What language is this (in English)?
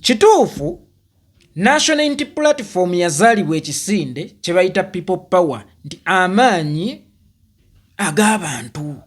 Ganda